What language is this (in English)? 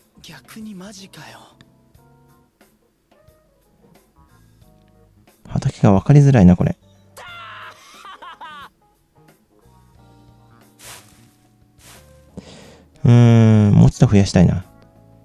Japanese